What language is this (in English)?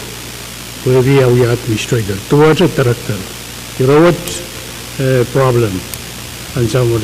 Pohnpeian